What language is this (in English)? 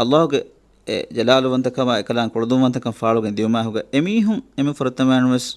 Divehi